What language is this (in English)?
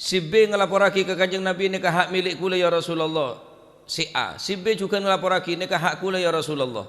Madurese